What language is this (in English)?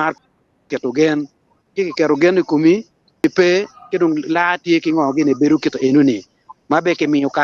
Acoli